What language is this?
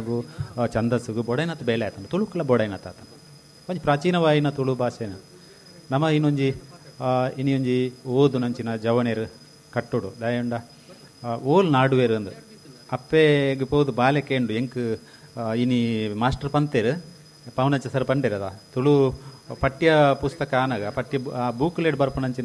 Tulu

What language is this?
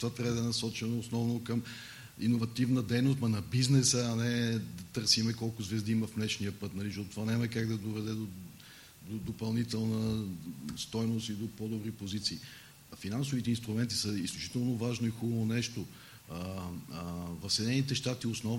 Bulgarian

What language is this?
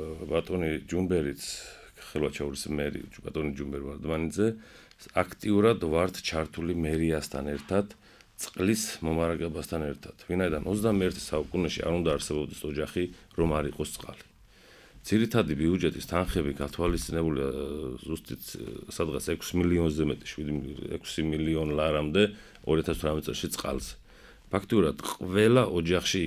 Georgian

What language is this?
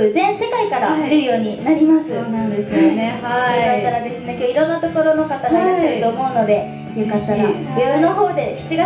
Japanese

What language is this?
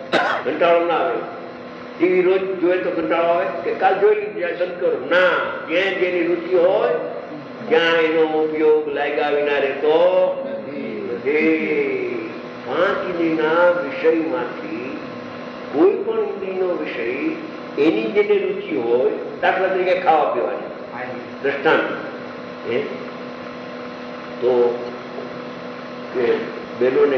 Gujarati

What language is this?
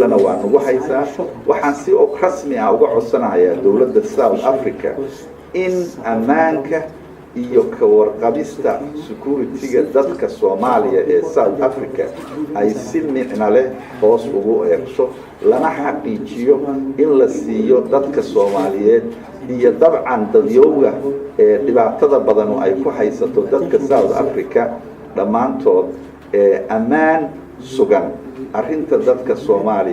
Somali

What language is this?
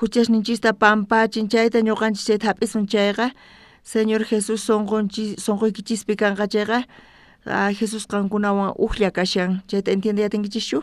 South Bolivian Quechua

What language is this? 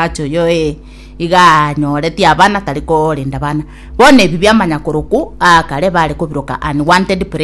Gusii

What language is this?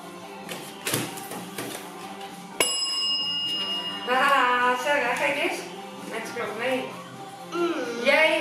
Dutch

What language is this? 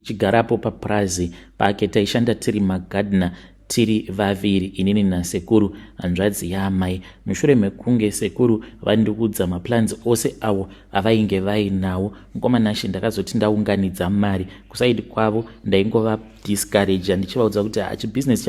Shona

